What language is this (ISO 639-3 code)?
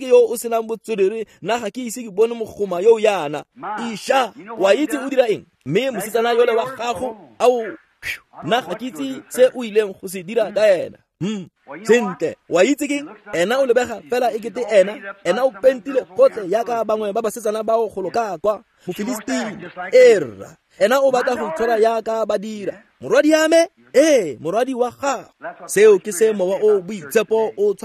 tsn